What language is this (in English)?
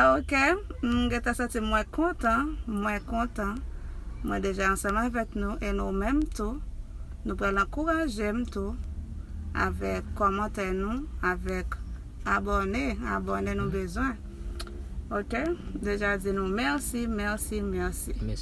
Haitian Creole